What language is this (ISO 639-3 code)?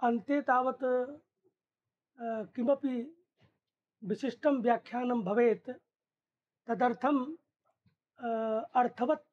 san